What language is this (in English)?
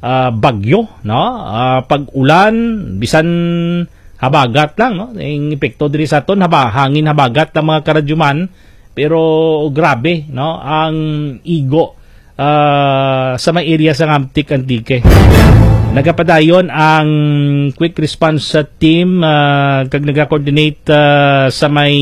Hiligaynon